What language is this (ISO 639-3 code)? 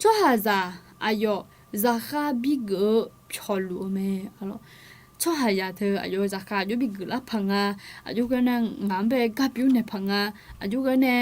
ahk